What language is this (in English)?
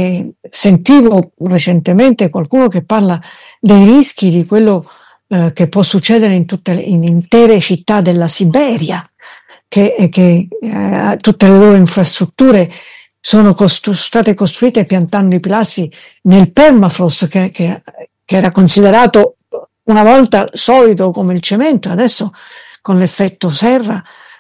Italian